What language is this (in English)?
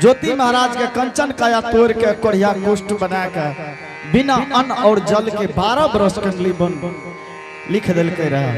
Angika